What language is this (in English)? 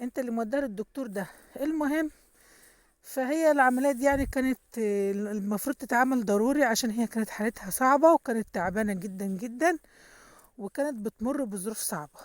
Egyptian Arabic